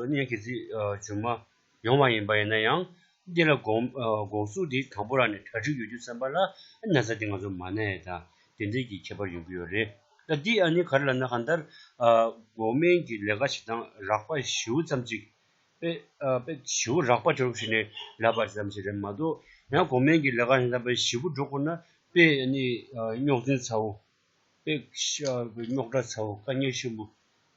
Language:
Tibetan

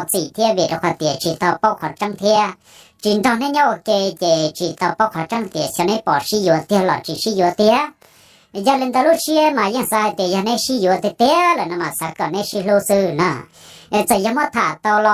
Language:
Hmong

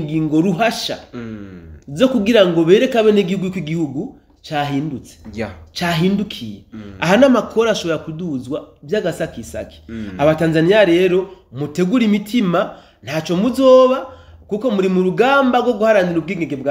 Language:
Rundi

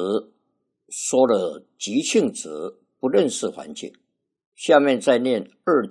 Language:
Chinese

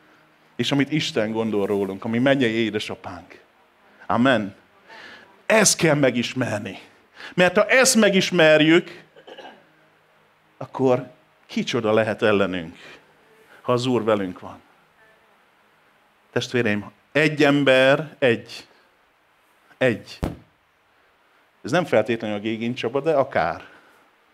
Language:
Hungarian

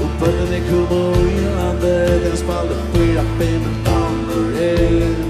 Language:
Faroese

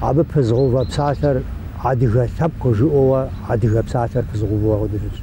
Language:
Kabardian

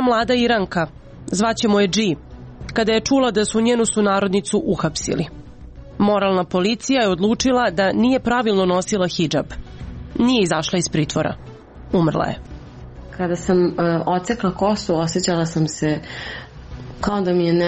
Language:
Serbian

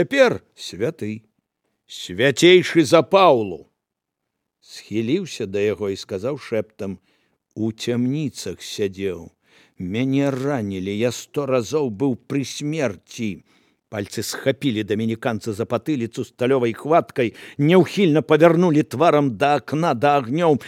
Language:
Belarusian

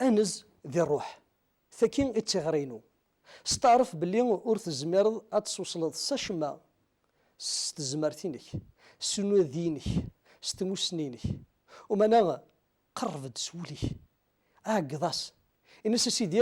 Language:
Kabyle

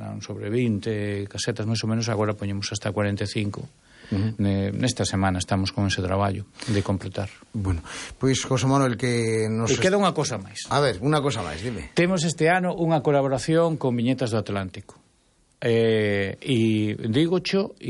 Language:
Galician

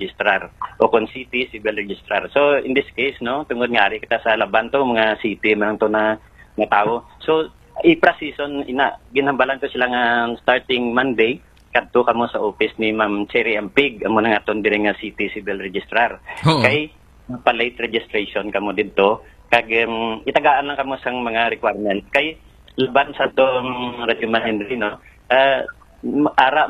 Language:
Hiligaynon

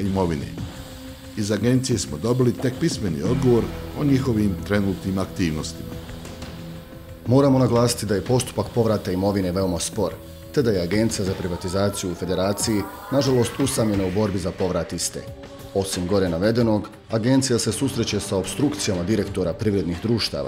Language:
Bosnian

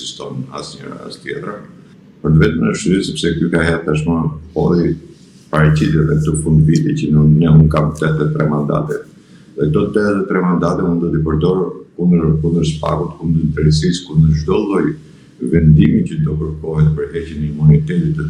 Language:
Albanian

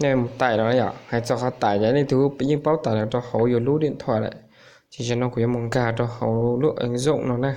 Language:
Hmong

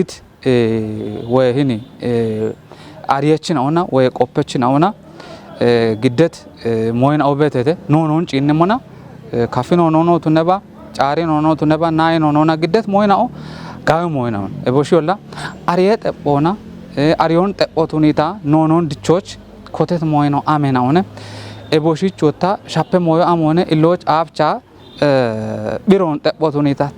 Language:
Kafa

